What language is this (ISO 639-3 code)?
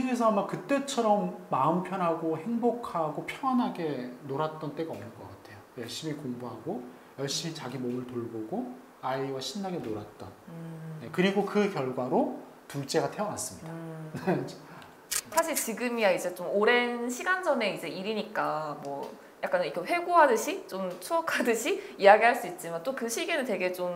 kor